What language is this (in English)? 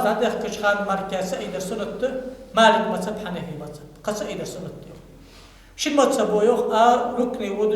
Ingush